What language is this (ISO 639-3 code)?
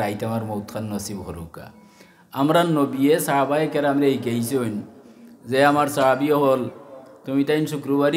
syl